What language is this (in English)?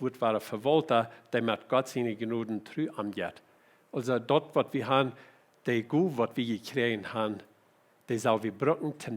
Plautdietsch